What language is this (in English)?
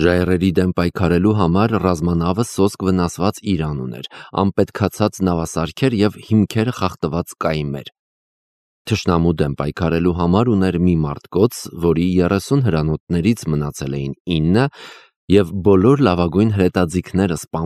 Armenian